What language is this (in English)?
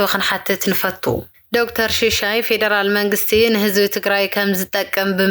Tigrinya